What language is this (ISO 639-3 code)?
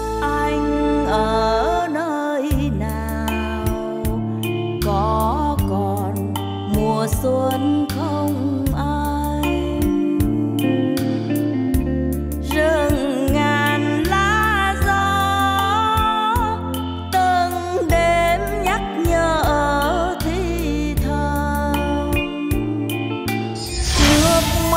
vie